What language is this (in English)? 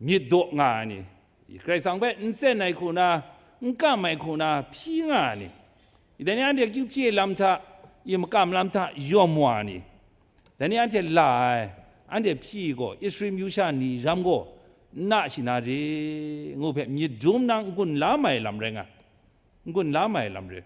Kachin